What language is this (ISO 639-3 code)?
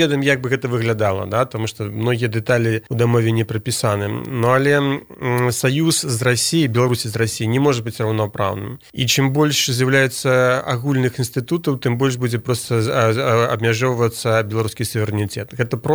bel